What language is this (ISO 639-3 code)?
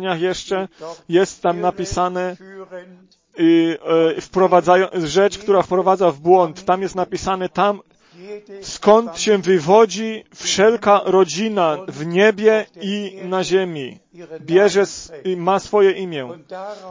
pol